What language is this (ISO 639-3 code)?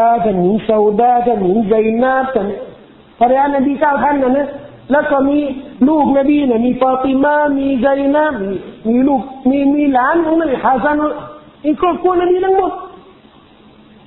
tha